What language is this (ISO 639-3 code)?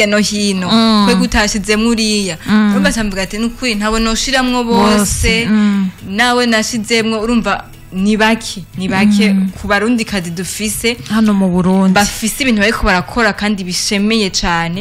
run